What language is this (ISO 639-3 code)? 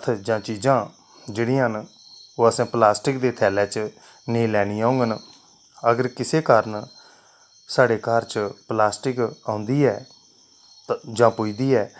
doi